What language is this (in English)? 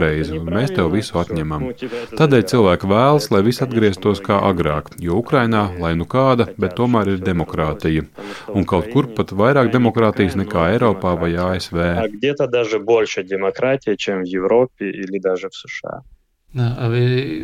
Latvian